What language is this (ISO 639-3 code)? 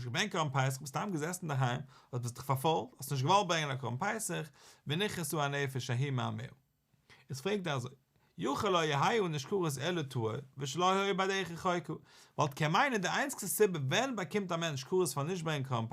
yid